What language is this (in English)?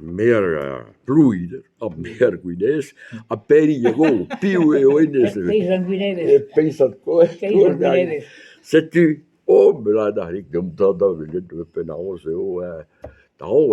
Breton